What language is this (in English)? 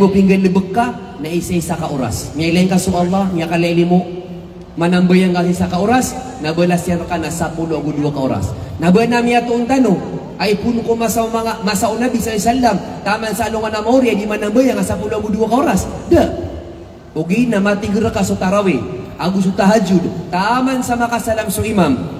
Maranao